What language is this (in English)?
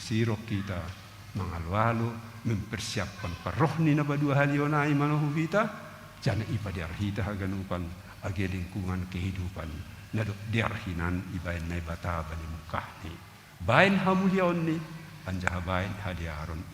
Batak Simalungun